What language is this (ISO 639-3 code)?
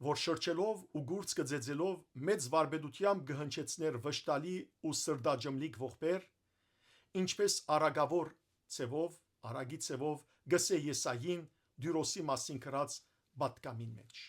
hyw